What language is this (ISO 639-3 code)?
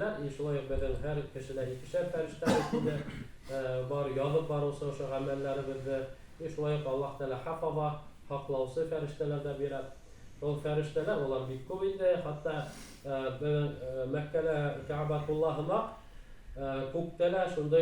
bak